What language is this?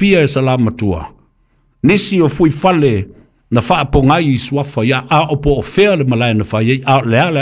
Samoan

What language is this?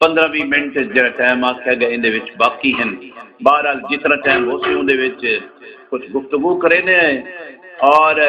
Saraiki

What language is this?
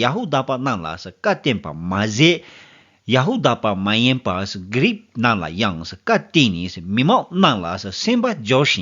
Tibetan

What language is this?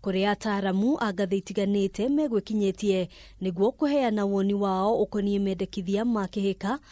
Kikuyu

